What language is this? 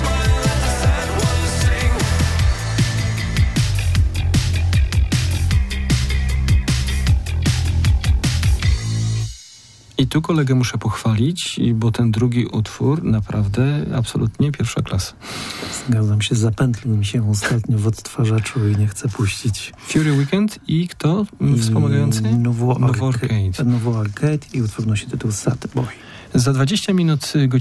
Polish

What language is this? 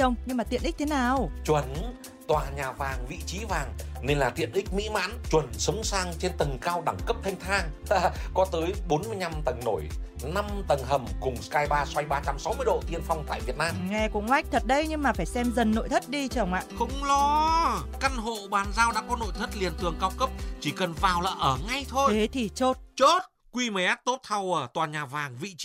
Vietnamese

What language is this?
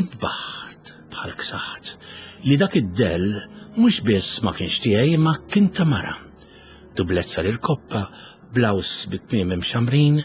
Maltese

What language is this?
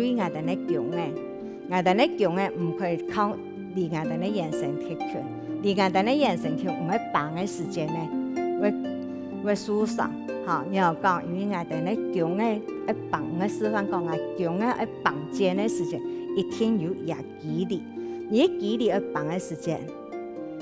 Hakka Chinese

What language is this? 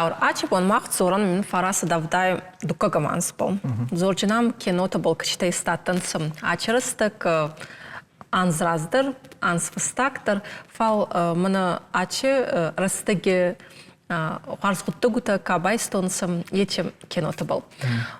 Ossetic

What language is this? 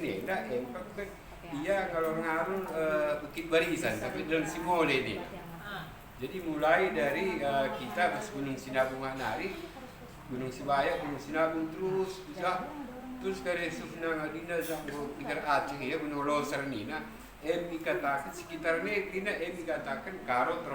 Batak Karo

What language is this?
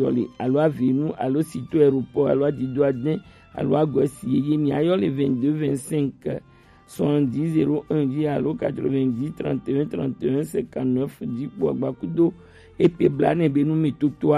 Gen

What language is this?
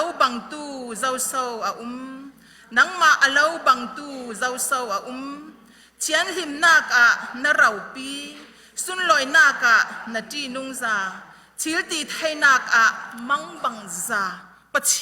Falam Chin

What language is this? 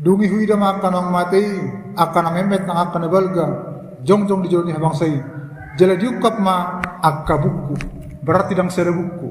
Batak Toba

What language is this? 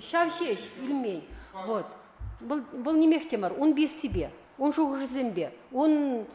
Chuvash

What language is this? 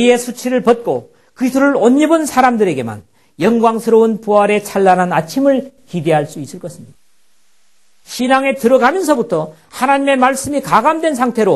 Korean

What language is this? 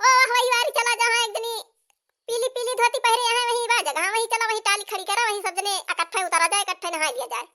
Awadhi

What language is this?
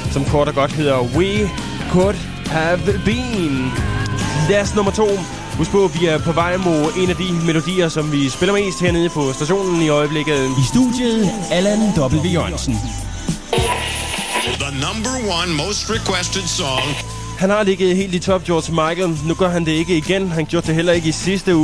Danish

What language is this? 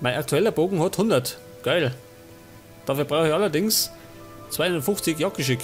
Bavarian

